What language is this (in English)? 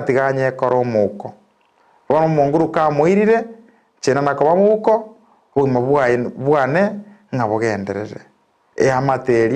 Gusii